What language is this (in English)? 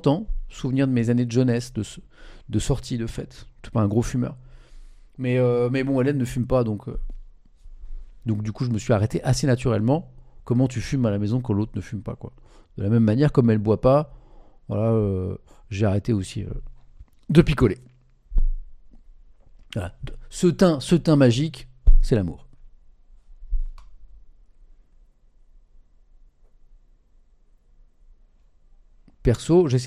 French